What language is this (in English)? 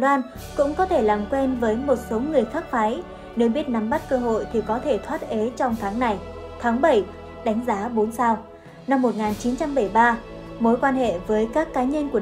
Vietnamese